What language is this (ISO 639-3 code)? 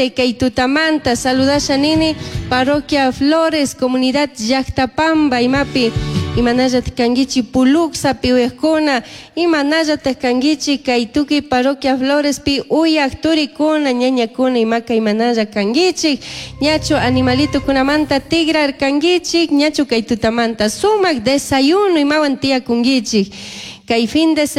qug